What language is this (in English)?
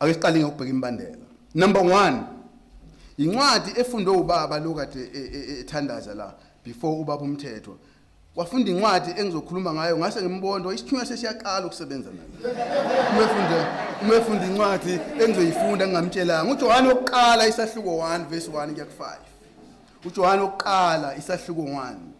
Zulu